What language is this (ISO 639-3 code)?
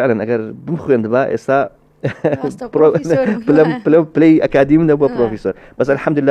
ckb